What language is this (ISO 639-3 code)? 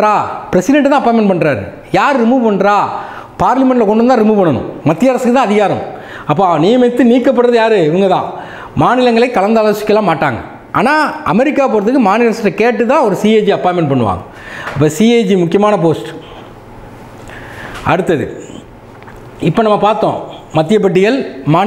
tam